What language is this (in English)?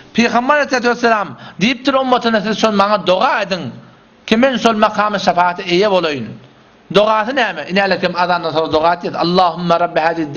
Turkmen